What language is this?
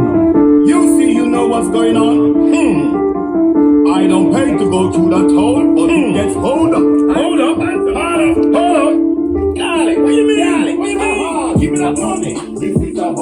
Jamaican Creole English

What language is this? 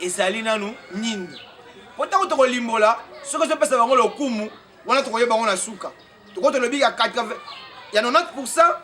Lingala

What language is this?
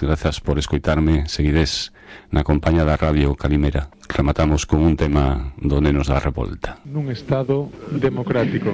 Galician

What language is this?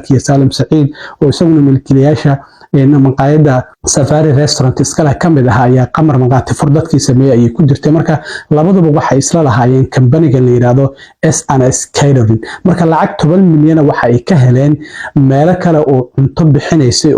Somali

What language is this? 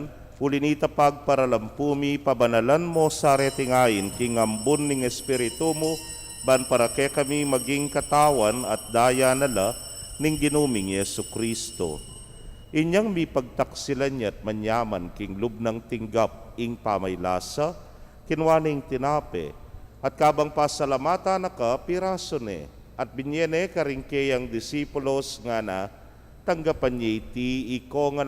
Pampanga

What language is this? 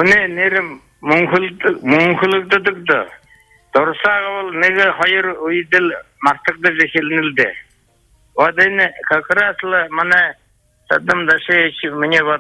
Buriat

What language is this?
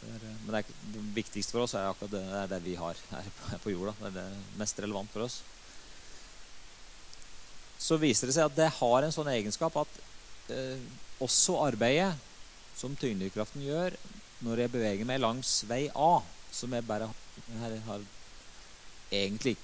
Norwegian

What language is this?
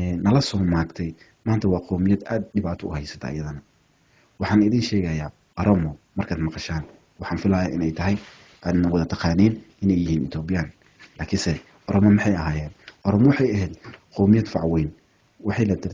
Somali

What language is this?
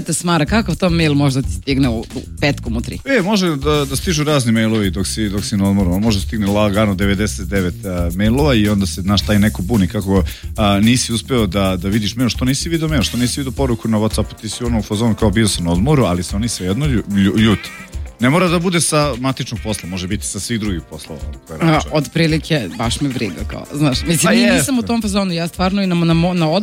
Serbian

